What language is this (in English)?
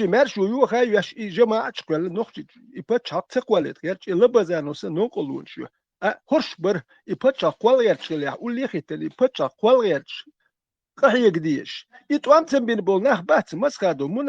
Chechen